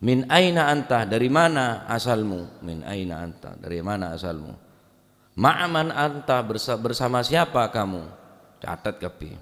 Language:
Madurese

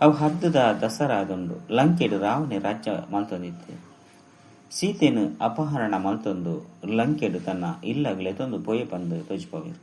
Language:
Tulu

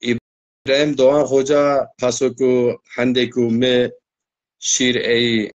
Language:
Zaza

